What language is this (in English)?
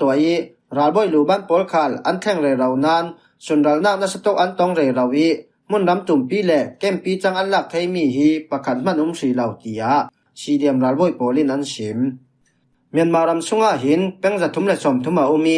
Falam Chin